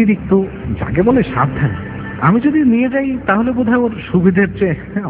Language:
Bangla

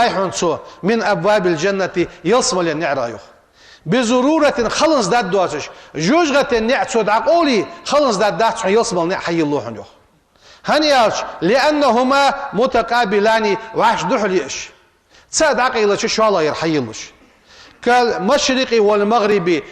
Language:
Ingush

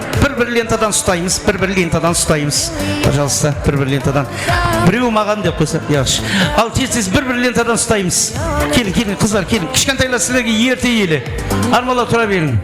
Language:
Kara-Kalpak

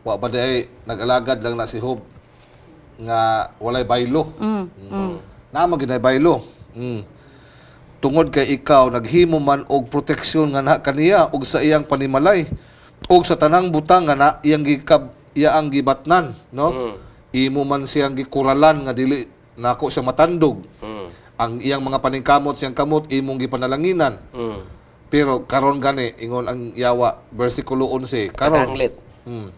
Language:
Cebuano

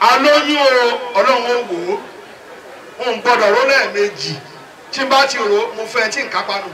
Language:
Yoruba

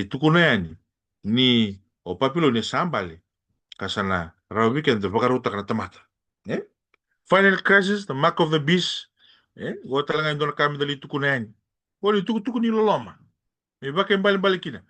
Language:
Fijian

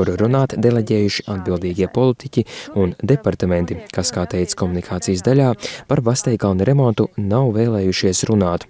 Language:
Latvian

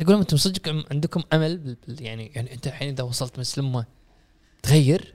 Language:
Gulf Arabic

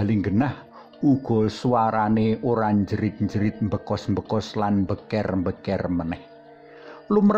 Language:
Javanese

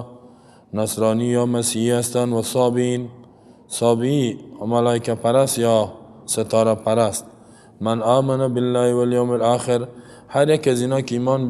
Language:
Persian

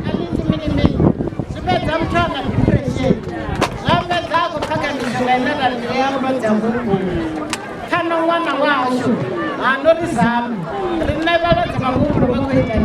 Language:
Venda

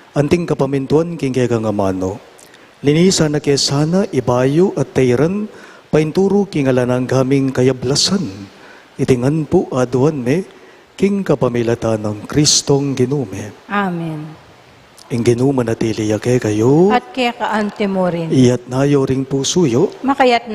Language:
Pampanga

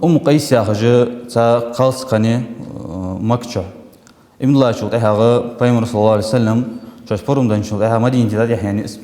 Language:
Ingush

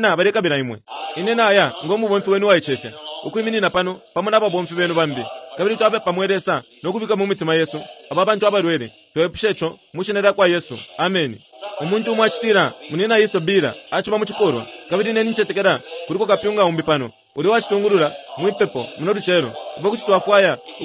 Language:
Bemba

